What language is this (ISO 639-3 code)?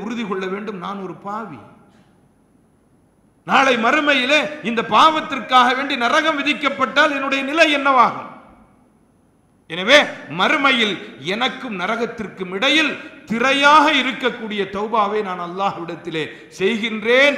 tam